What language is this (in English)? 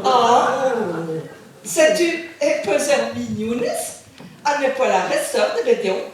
Breton